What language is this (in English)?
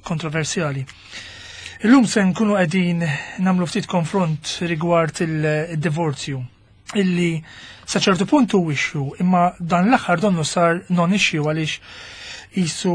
Maltese